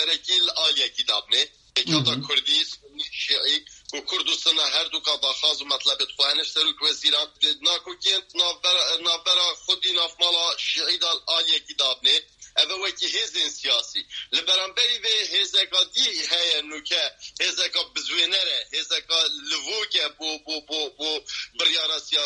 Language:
Kurdish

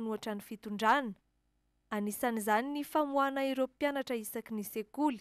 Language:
Malagasy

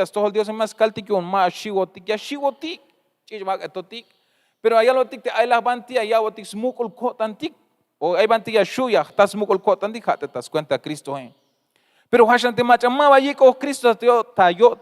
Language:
Tzeltal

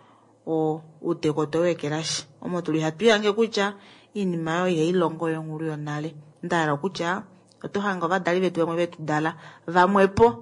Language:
Kuanyama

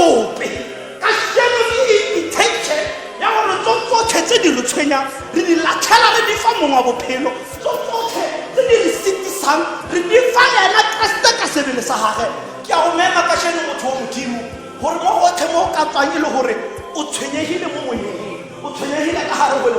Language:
Tswana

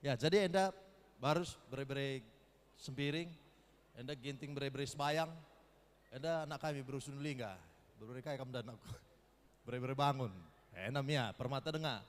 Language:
Batak Karo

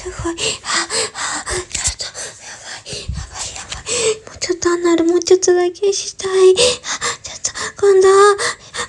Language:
Japanese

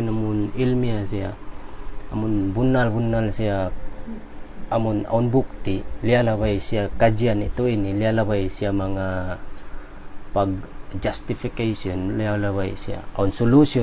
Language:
Tausug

